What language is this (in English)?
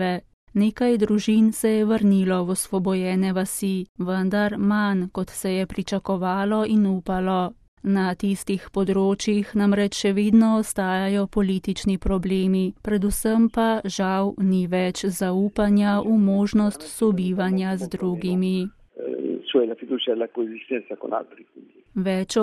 Slovenian